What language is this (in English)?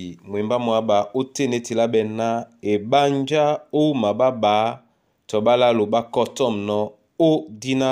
Duala